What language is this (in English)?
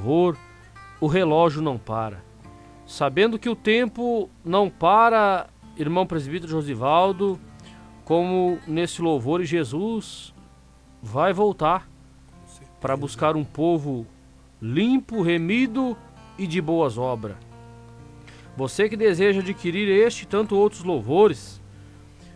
Portuguese